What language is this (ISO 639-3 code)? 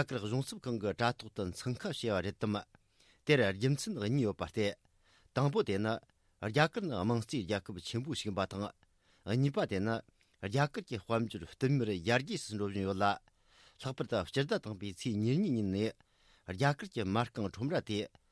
bod